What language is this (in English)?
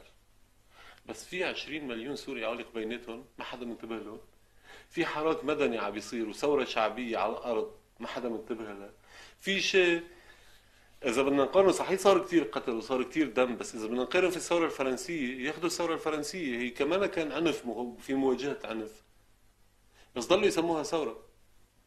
North Levantine Arabic